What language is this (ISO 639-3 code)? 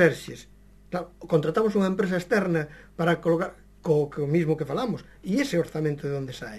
glg